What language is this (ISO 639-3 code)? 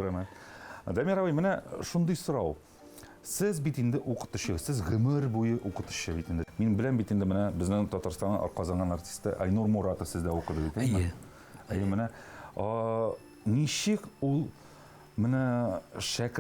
tat